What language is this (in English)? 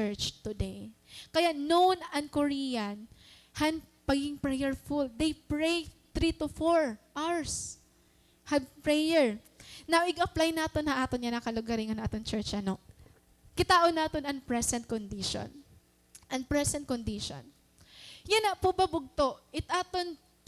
Waray